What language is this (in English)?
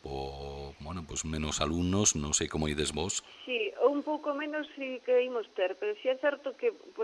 Galician